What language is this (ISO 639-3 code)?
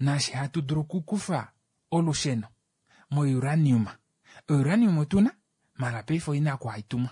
kua